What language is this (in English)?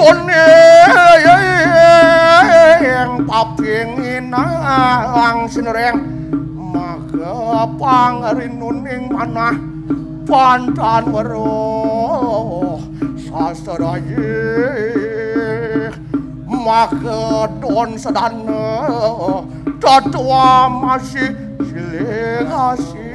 Balinese